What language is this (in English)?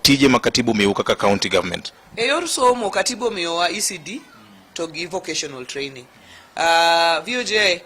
Luo (Kenya and Tanzania)